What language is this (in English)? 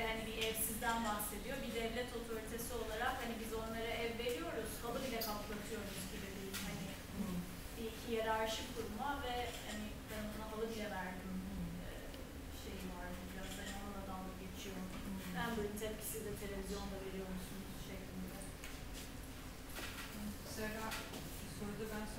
Turkish